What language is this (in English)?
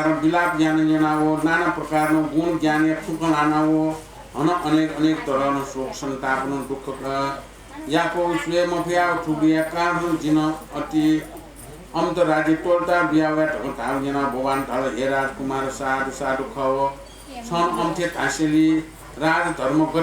Newari